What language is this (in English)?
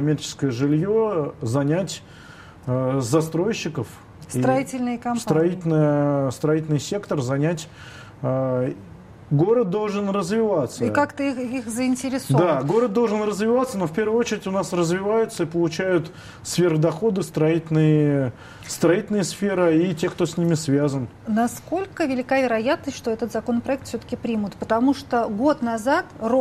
Russian